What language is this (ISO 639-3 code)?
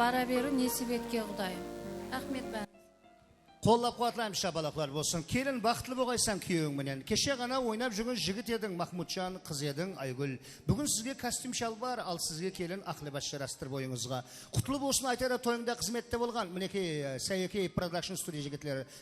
kaa